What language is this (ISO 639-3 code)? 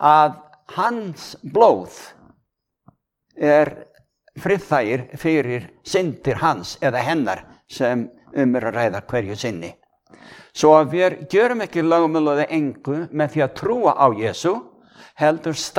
isl